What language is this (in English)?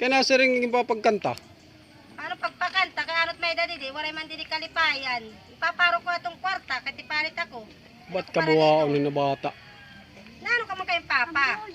Waray